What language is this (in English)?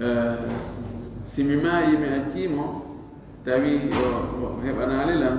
Fula